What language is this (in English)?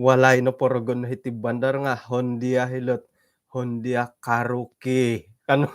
Central Dusun